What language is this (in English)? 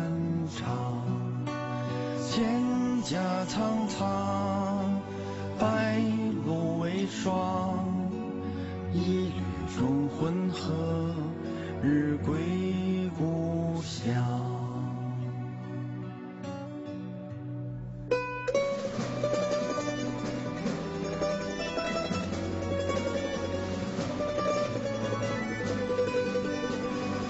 Chinese